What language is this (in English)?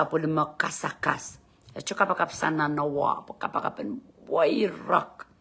Pohnpeian